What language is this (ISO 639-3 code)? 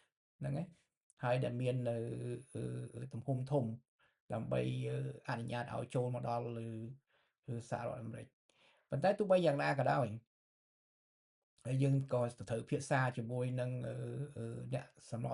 khm